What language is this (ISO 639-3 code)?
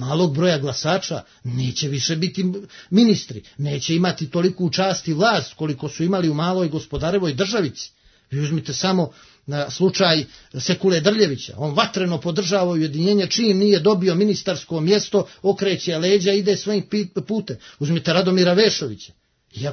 srp